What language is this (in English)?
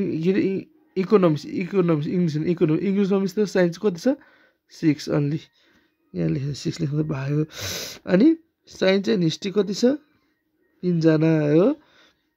Nepali